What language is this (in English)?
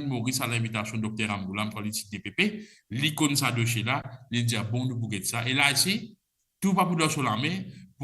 Morisyen